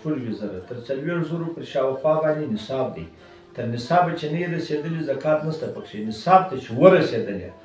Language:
Pashto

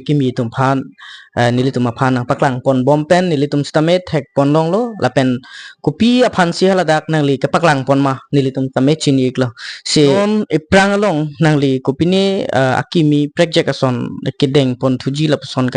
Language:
Karbi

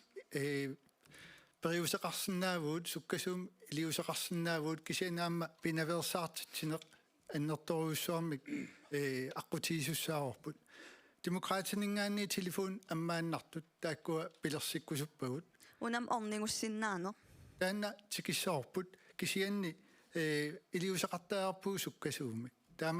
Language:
Kalaallisut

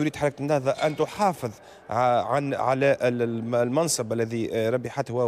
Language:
Tunisian Arabic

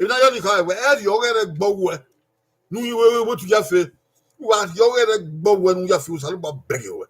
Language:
Bini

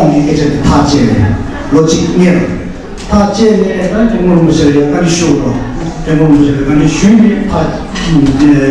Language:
Tibetan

